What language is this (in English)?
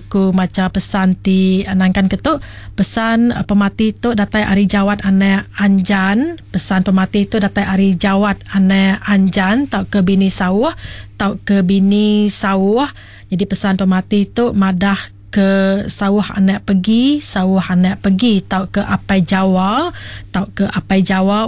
Iban